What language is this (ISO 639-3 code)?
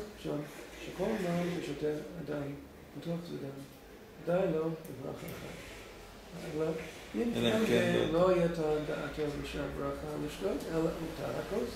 heb